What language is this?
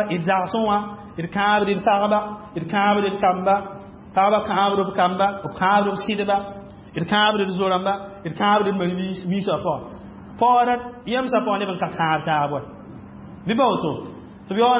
Mossi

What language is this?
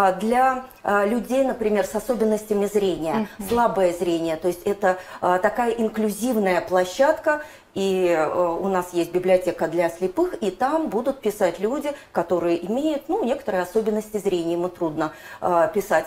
Russian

